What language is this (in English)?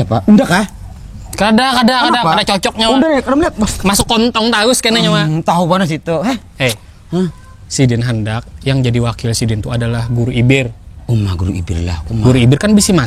Banjar